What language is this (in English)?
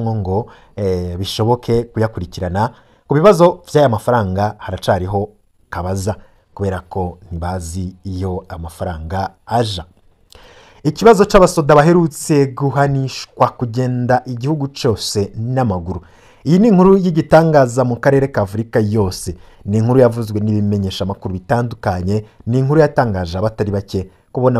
Rundi